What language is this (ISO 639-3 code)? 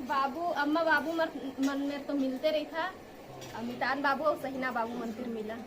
hne